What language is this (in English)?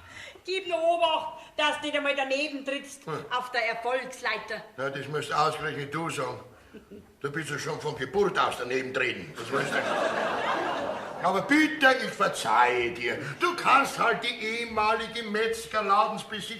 Bavarian